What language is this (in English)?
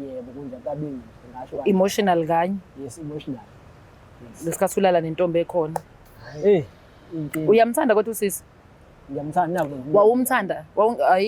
Zulu